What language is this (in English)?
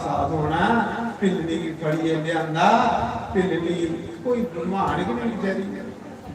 Dogri